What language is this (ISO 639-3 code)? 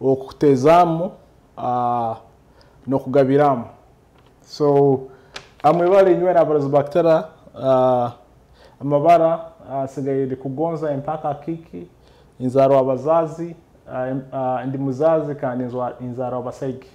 nyo